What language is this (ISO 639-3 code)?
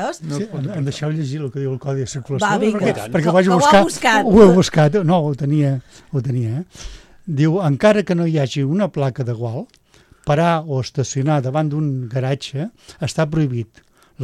cat